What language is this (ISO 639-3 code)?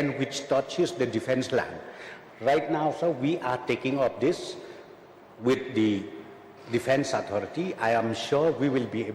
kha